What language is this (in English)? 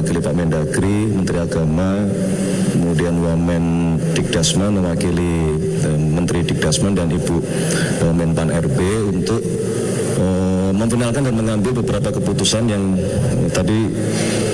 Indonesian